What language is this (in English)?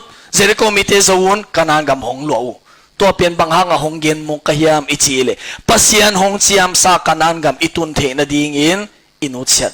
Tedim Chin